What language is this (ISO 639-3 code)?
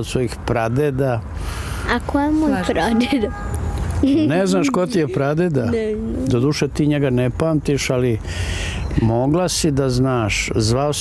srp